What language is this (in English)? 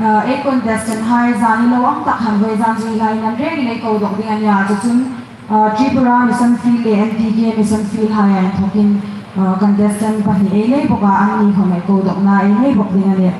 Hmar